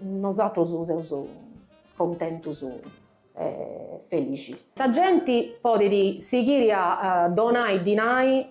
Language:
Sardinian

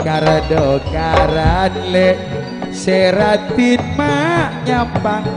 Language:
Madurese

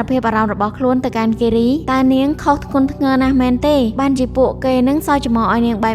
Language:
Khmer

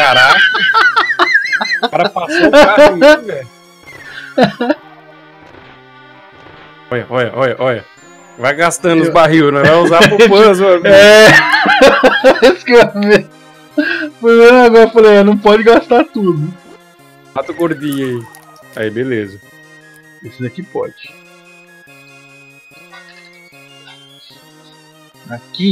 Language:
Portuguese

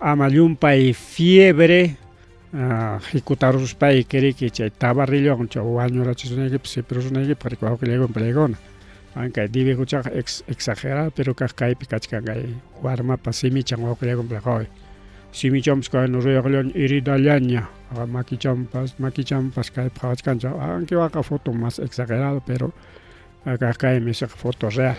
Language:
Ayacucho Quechua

